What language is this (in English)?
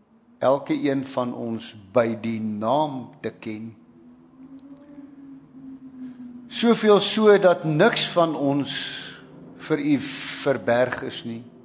Afrikaans